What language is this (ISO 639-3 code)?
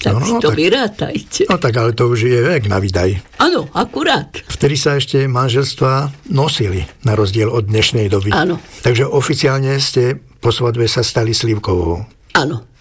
slk